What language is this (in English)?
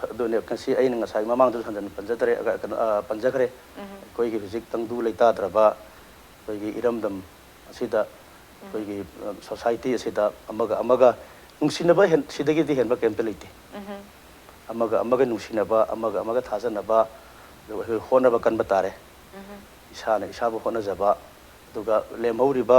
Manipuri